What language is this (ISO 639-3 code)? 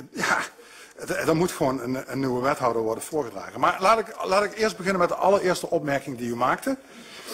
nld